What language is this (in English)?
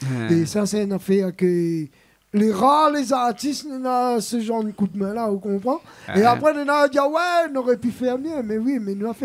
Réunion Creole French